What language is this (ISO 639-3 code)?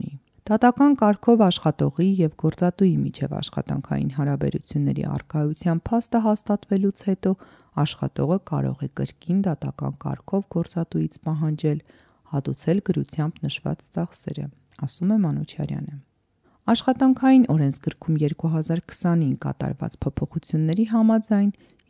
hye